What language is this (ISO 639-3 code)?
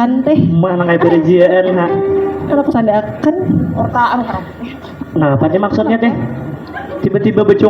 bjn